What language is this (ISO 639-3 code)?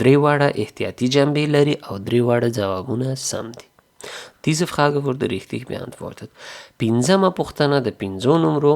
pus